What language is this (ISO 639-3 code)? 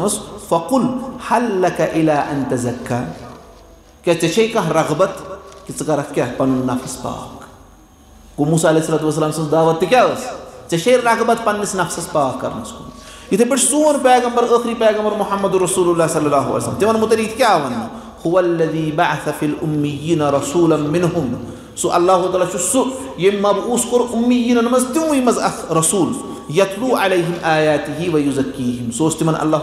kas